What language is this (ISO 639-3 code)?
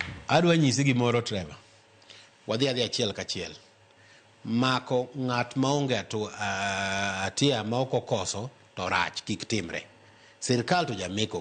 luo